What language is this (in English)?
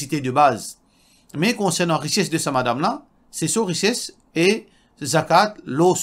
Morisyen